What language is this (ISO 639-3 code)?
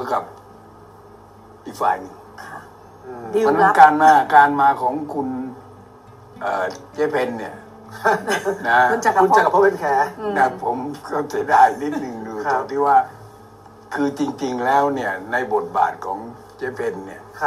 tha